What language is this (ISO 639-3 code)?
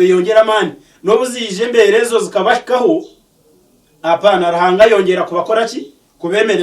nyn